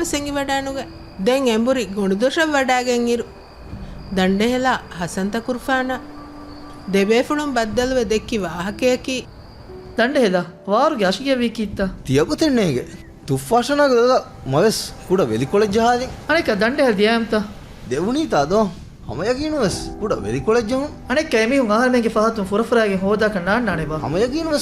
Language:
Divehi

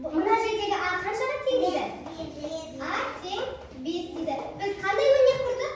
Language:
Kazakh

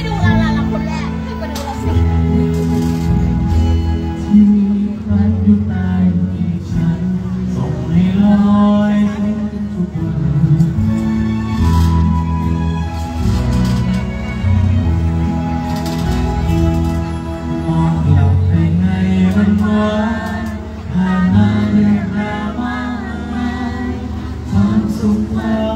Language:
Thai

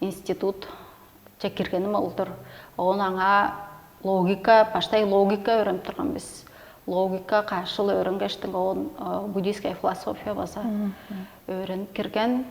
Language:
Tuvinian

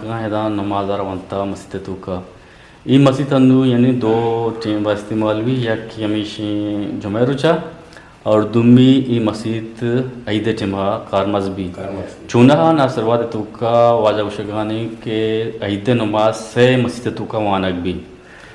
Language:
Eastern Balochi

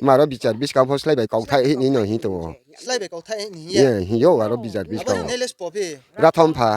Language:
Riang (India)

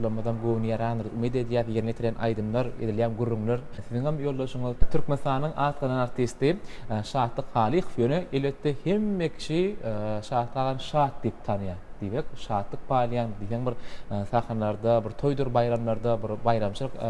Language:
Turkmen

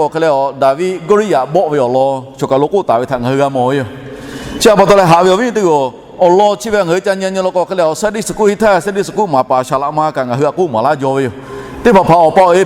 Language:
Lahu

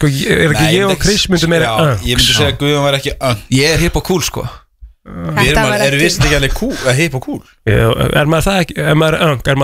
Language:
Icelandic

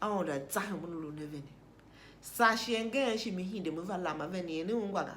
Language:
Tiv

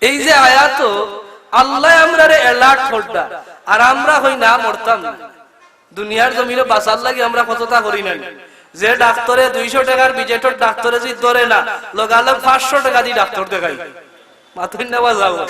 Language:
Sylheti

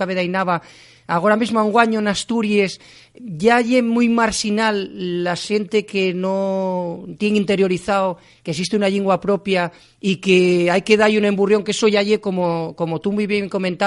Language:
Asturian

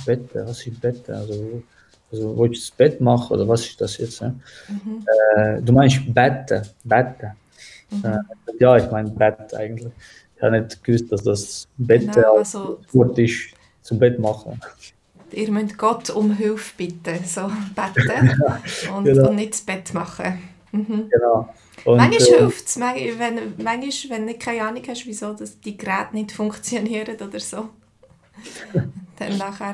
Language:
Swiss German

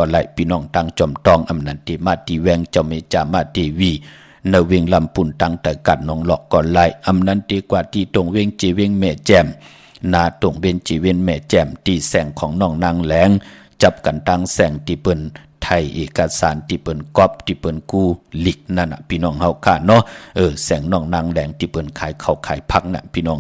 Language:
Shan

